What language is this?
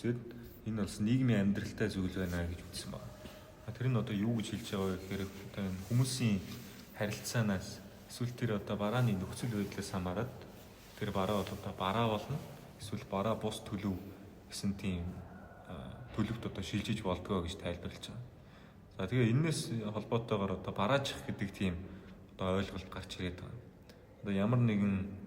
Mongolian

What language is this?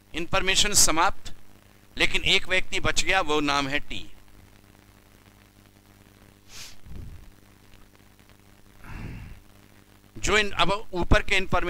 Hindi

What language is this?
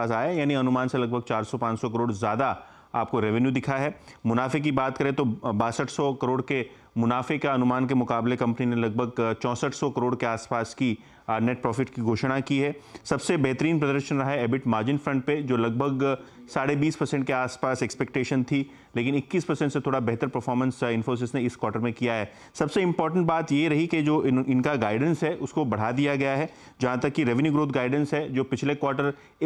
Hindi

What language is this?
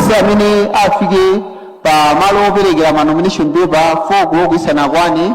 Nyanja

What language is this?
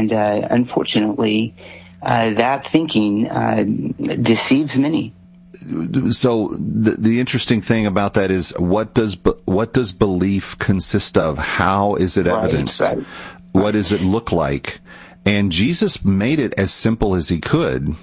English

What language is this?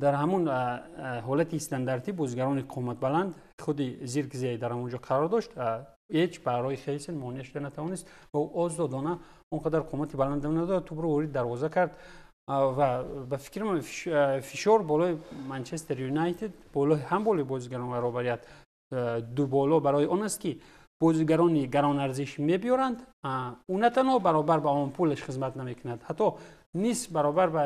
Tajik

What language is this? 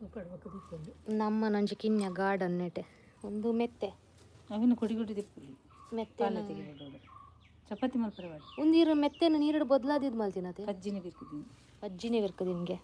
Tulu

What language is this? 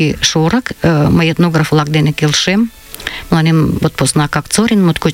Mari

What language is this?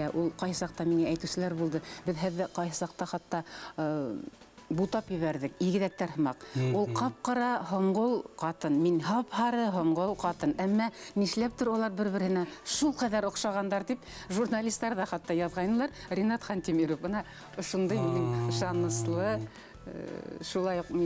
Bashkir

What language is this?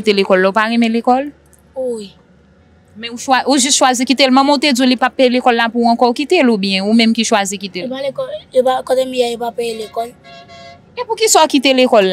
Haitian Creole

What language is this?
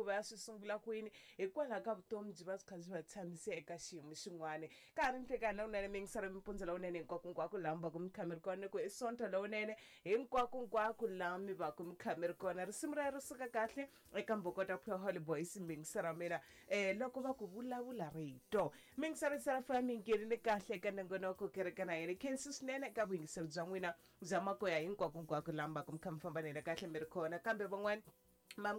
Tsonga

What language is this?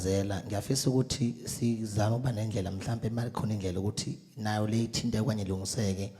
Zulu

